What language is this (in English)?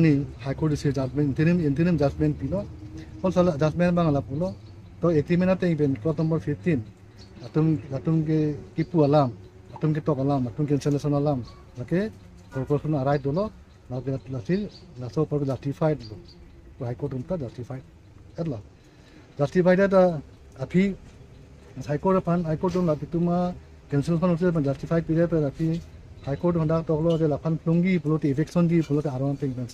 Karbi